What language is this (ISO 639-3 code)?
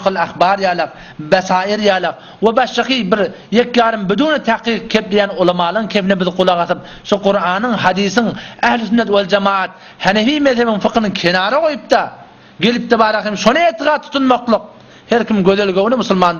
tuk